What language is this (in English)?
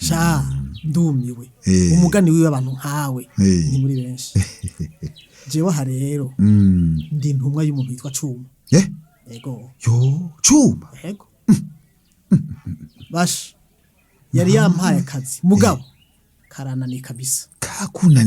Rundi